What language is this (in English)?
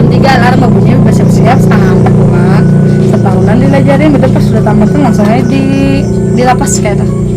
Banjar